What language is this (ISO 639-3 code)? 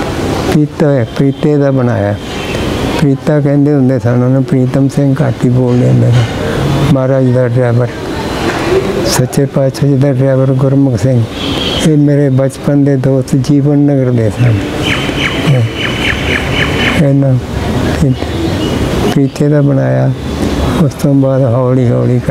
pan